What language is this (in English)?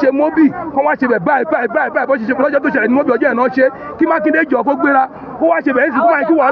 Yoruba